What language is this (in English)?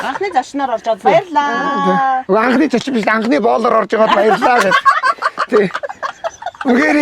Mongolian